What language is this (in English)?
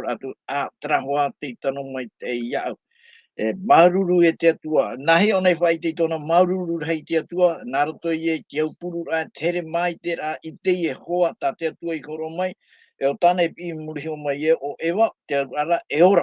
Tahitian